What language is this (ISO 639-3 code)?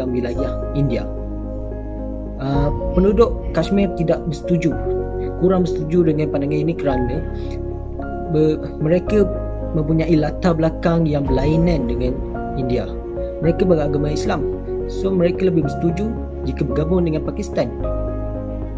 msa